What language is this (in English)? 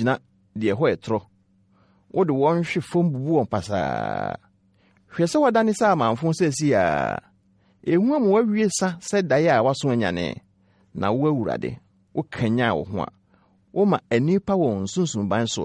Akan